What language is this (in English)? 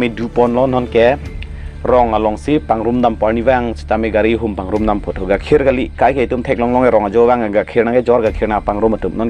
Karbi